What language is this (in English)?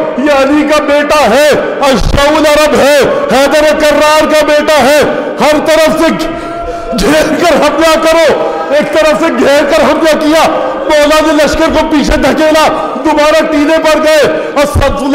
Urdu